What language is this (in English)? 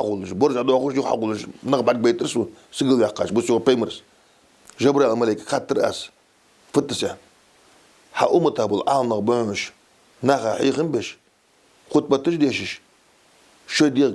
Ingush